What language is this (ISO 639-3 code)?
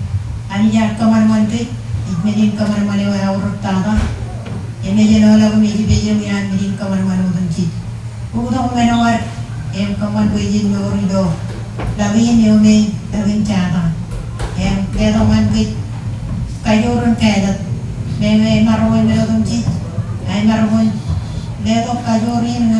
mah